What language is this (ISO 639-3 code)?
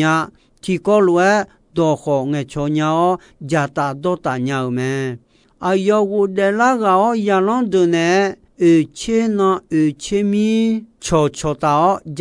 ahk